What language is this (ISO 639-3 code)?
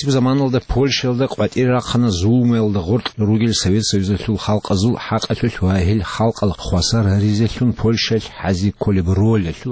ava